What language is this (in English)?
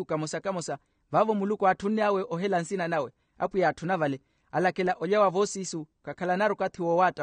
Makhuwa